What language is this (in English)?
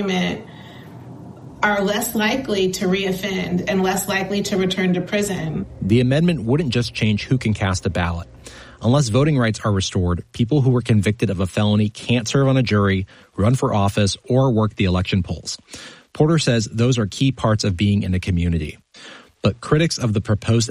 English